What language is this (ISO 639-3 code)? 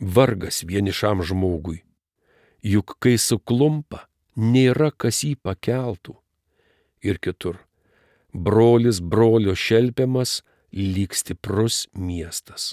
lit